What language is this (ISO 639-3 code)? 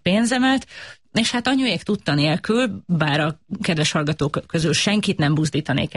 hun